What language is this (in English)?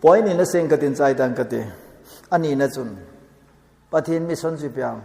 Thado Chin